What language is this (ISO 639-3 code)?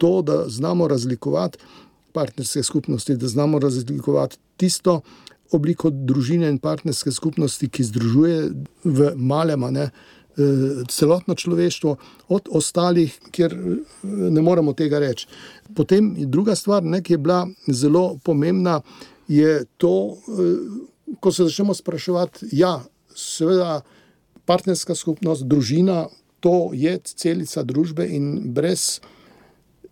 slv